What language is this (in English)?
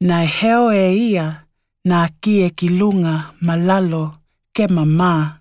Tokelau